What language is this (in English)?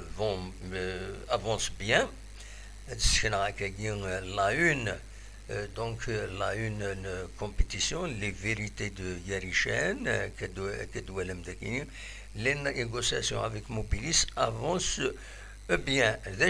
Kabyle